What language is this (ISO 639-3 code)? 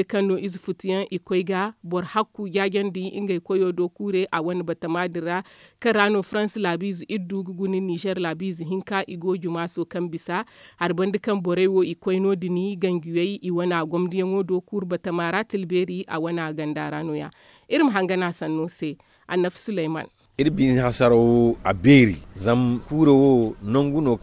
dje